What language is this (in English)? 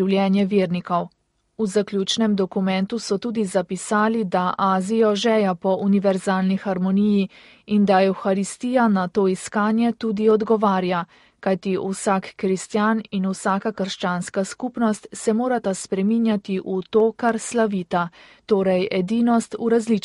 Slovenian